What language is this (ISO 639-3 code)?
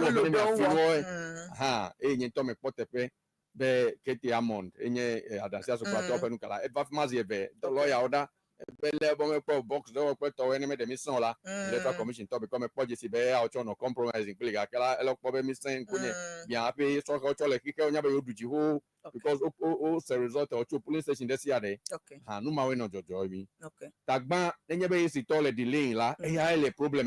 ewe